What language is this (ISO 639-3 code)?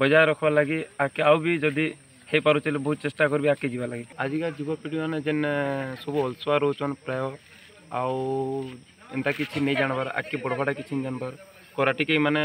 ori